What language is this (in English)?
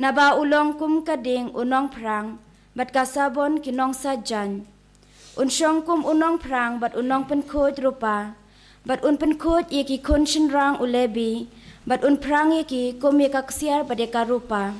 Khasi